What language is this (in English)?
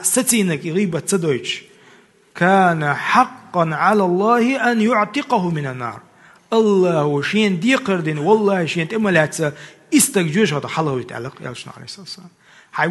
Chechen